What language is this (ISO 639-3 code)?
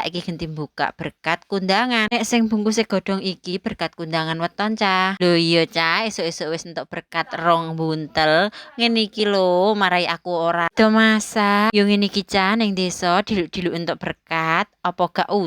jav